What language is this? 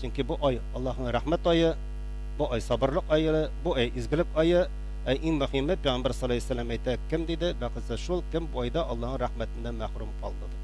Tatar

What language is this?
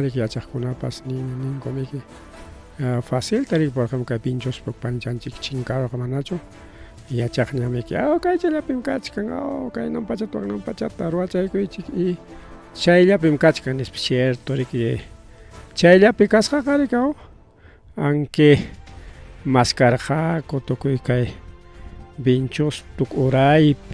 Ayacucho Quechua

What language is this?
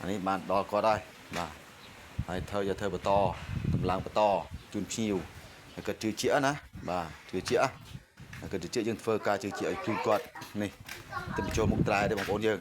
Khmer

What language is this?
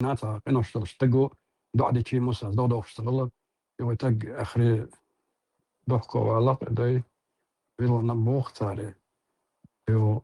Chechen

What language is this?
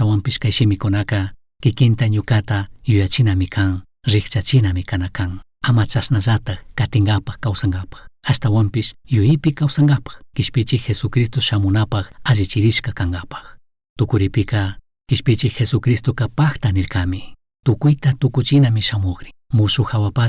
Chimborazo Highland Quichua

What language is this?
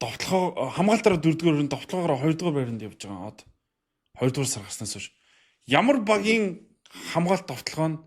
Mongolian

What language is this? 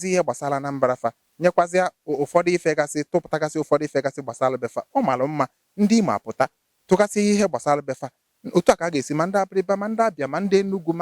Igbo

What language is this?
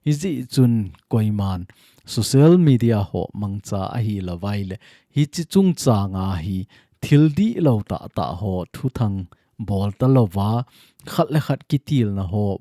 Thado Chin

